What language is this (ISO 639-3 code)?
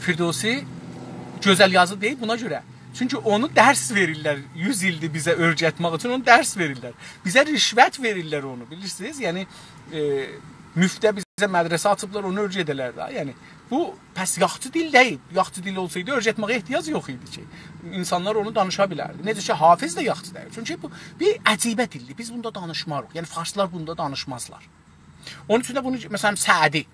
azb